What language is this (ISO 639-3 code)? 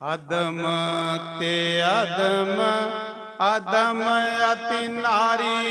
doi